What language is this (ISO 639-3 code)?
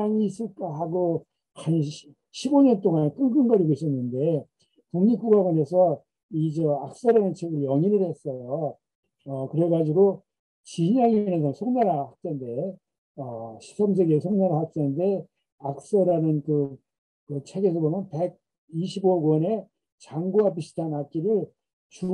kor